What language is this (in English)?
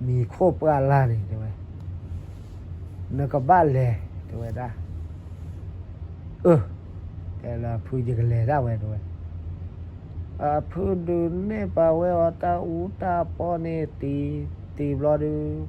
S'gaw Karen